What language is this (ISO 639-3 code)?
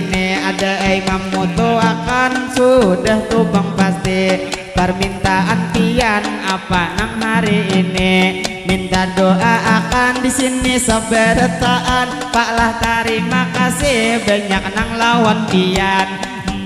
bjn